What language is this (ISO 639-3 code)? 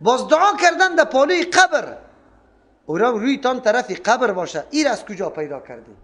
fas